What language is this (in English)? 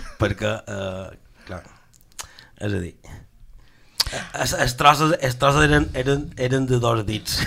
Catalan